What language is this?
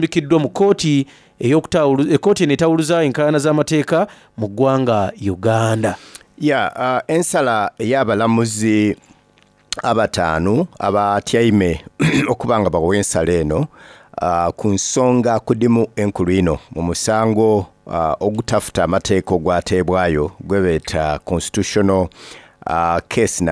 Soga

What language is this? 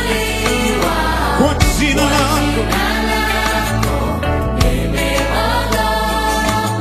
Swahili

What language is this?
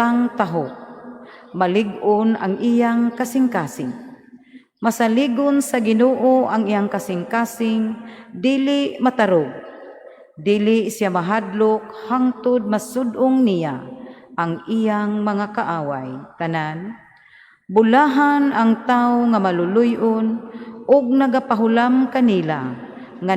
Cebuano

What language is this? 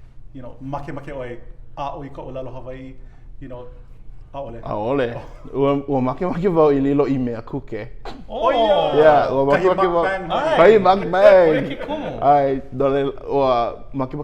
Hawaiian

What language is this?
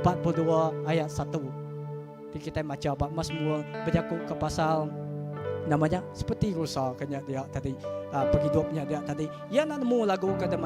Iban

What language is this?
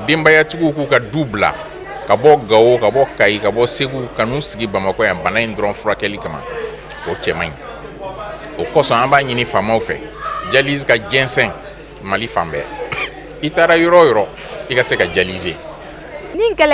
Bambara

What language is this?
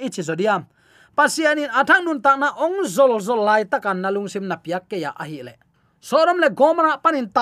Tedim Chin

